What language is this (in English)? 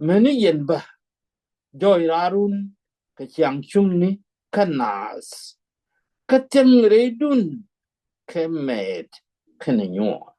Nuer